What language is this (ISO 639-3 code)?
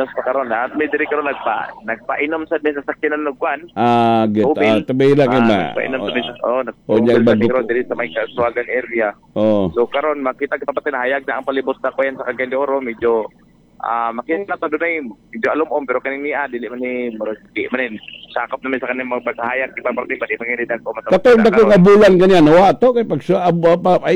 ceb